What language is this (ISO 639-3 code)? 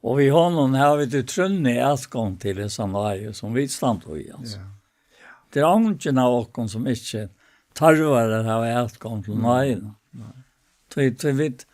fao